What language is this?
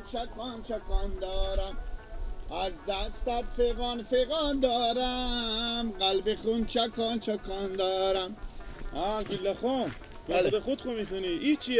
Persian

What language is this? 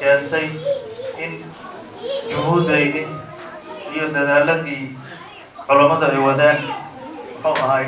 Somali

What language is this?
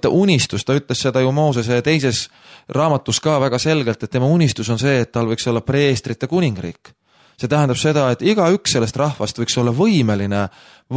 Estonian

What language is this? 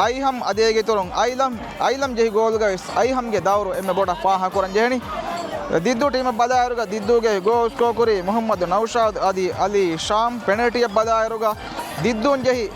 Divehi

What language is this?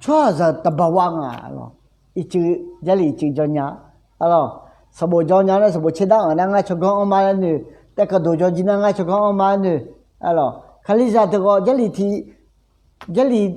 Akha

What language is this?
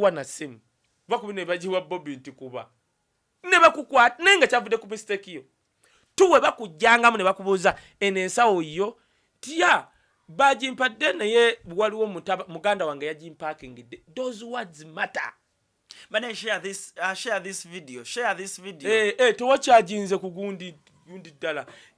Ganda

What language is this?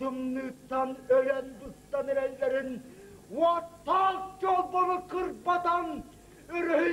Yakut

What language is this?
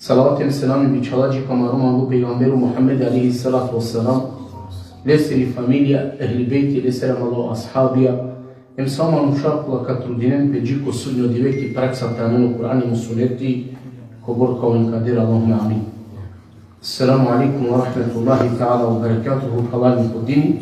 Balkan Romani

